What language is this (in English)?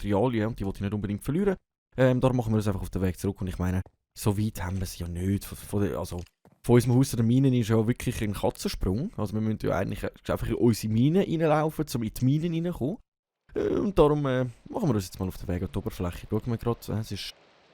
Swiss German